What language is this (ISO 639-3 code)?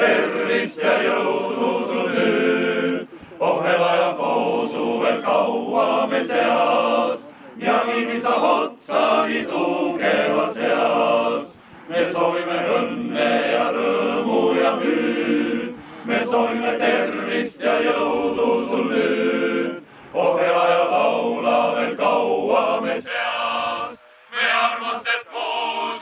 est